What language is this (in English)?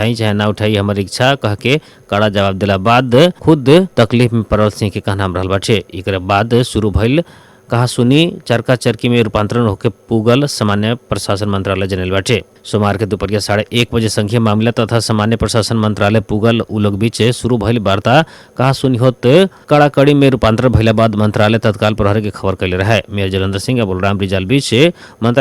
Bhojpuri